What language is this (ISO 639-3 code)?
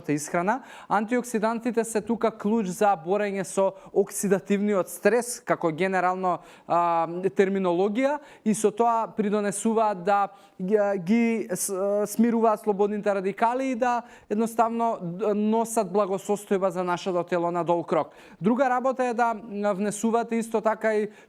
mkd